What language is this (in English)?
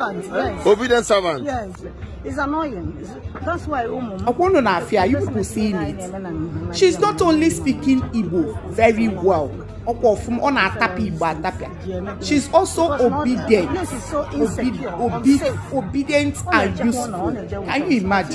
Igbo